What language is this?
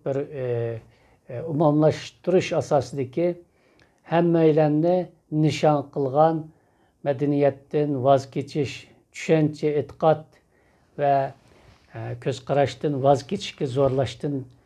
Uyghur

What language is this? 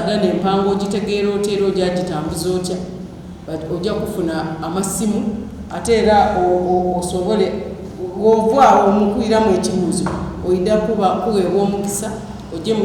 Soga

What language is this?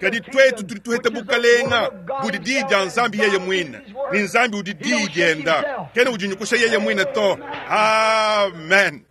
Luba-Lulua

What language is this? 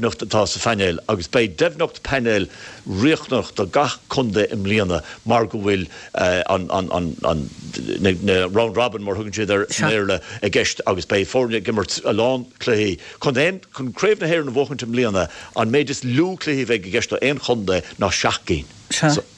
Irish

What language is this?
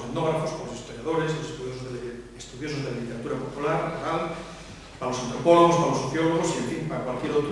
Asturian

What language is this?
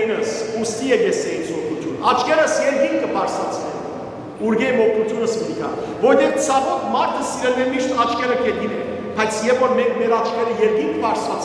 Western Armenian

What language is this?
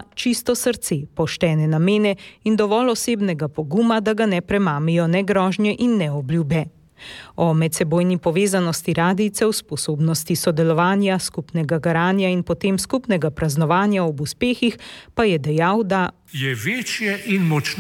Slovenian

